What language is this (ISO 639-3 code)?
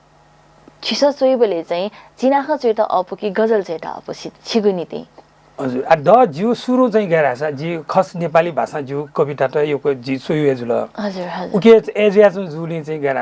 new